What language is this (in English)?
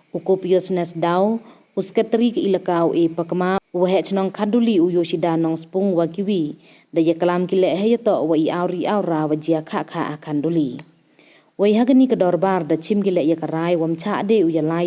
Pnar